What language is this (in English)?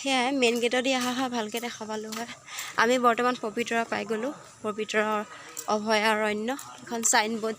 Assamese